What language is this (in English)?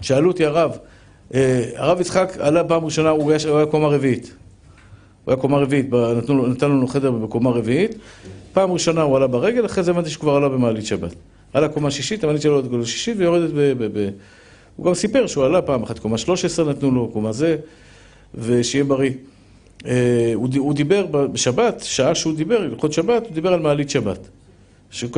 Hebrew